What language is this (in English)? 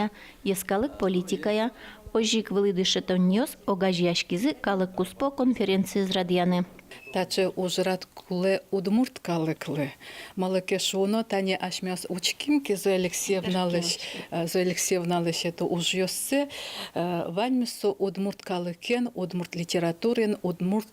Udmurt